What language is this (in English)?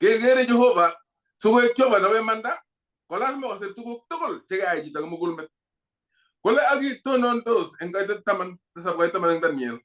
Kalenjin